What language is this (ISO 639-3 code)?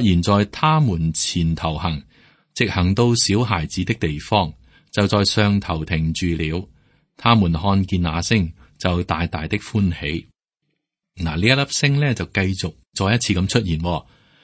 yue